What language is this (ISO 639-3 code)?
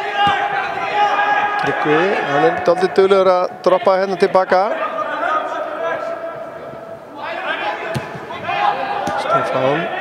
isl